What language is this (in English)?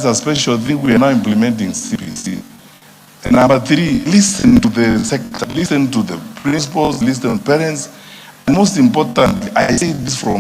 Gusii